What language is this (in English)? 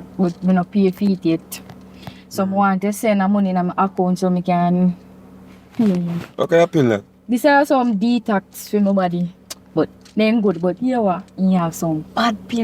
Jamaican Creole English